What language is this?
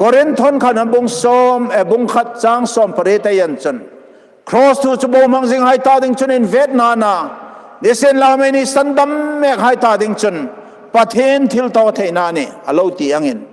Hmar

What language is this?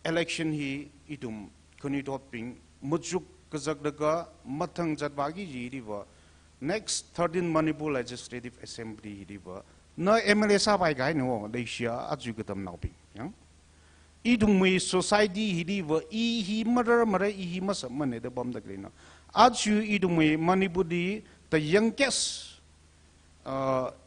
Tangkhul Naga (India)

